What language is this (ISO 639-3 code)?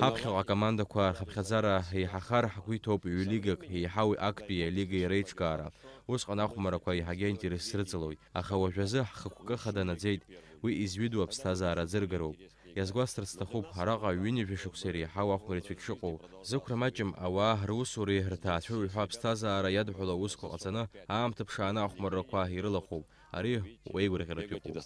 abk